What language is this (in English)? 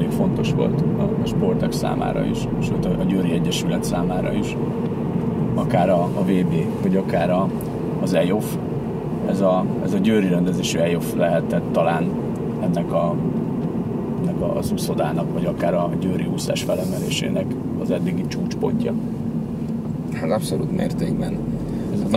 Hungarian